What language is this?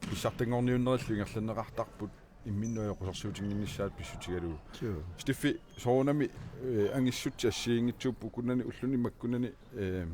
Kalaallisut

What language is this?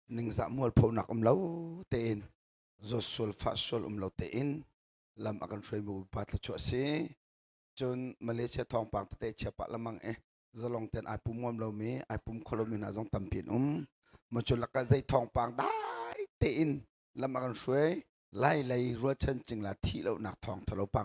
Hakha Chin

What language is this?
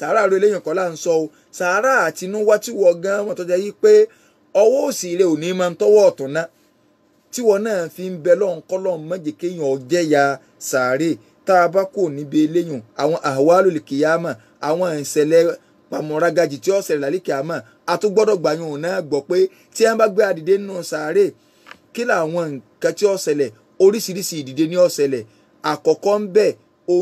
Yoruba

